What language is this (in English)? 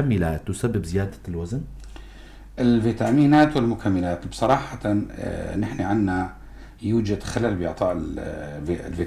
North Levantine Arabic